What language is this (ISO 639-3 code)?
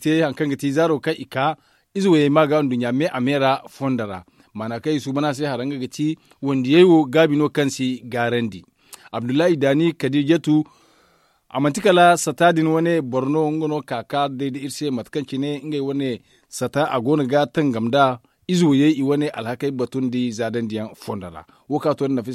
dje